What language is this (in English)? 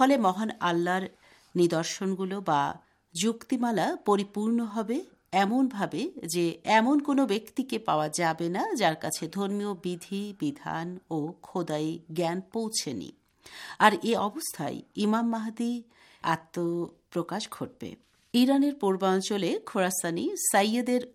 Bangla